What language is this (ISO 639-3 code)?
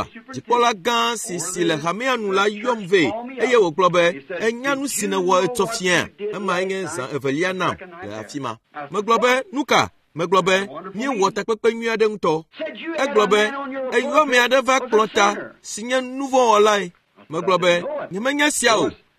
ewe